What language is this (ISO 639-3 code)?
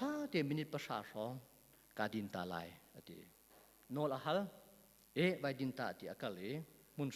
cnh